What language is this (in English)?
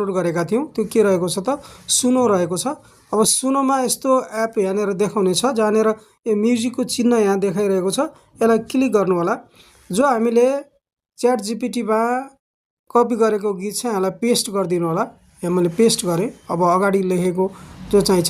Nepali